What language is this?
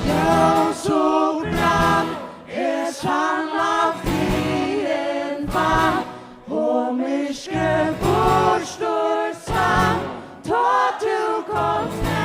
Faroese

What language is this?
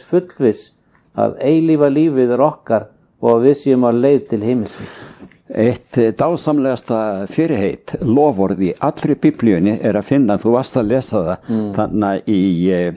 Icelandic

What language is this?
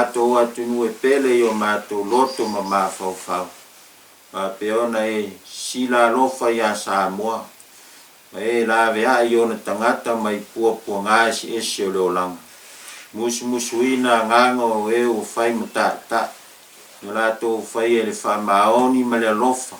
Samoan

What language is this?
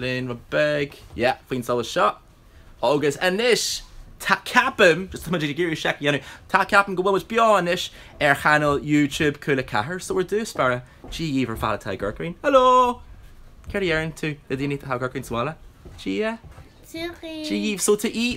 Irish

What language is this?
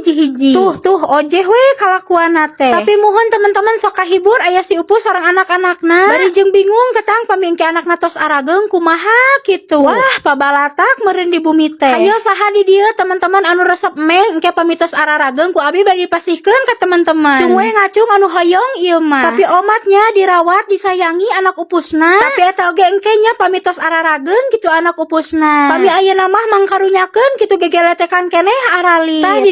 Sundanese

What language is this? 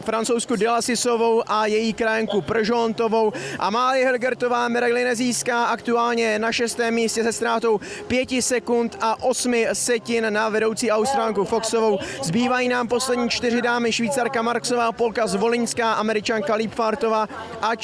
Czech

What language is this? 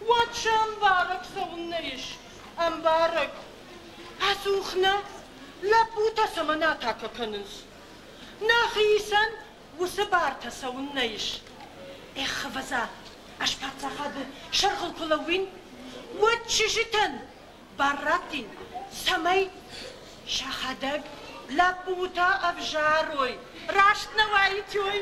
Ossetic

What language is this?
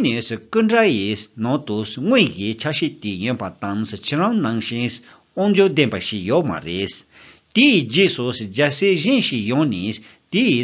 Tibetan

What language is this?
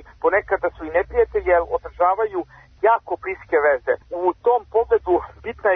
Serbian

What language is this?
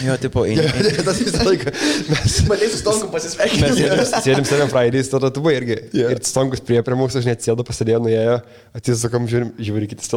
Lithuanian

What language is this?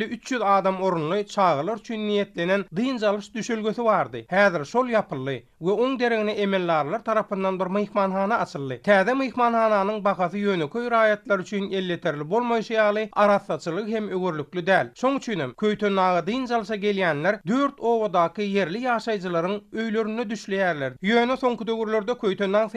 Turkmen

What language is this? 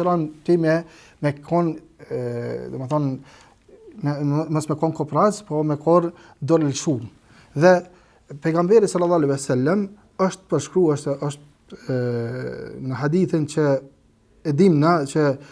Albanian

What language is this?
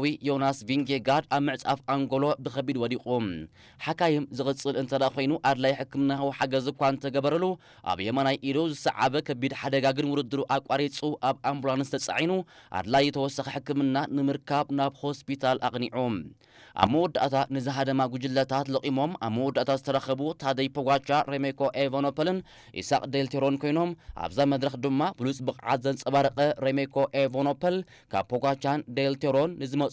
Tigrinya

